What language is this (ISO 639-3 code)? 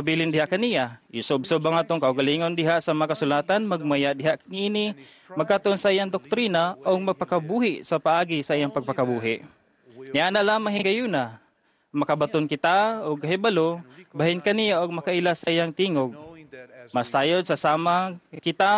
ceb